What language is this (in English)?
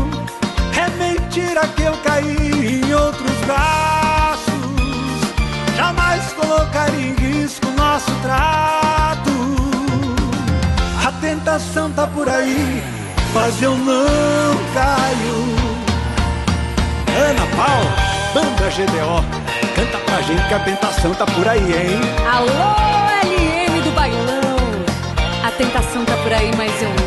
Portuguese